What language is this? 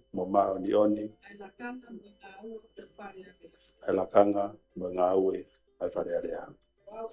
Tongan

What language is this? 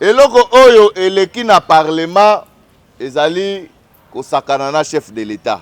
Lingala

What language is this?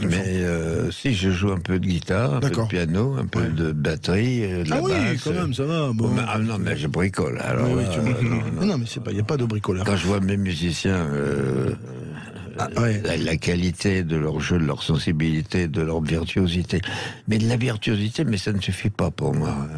French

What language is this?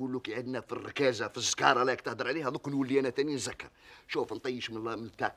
Algerian Arabic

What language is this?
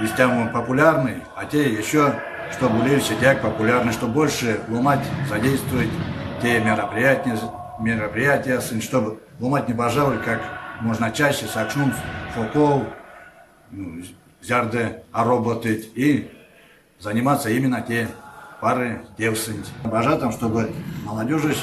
Erzya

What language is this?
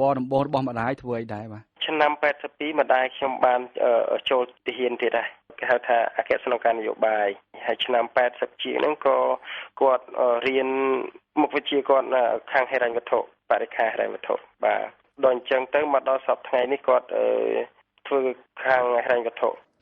Khmer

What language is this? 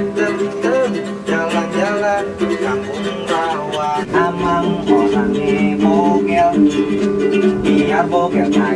Betawi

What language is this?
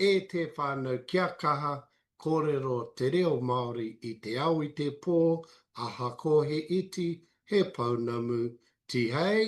Māori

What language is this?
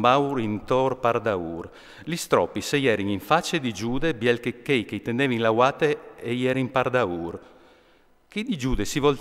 Friulian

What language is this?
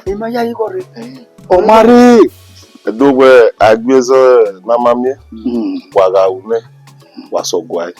Bini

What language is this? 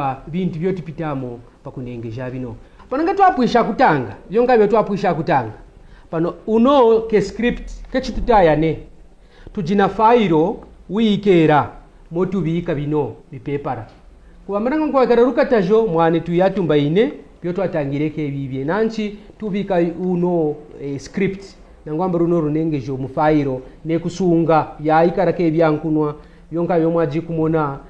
Kaonde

